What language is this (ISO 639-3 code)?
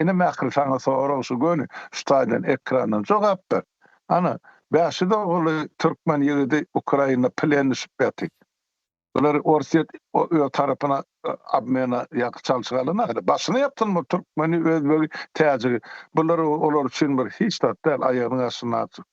tuk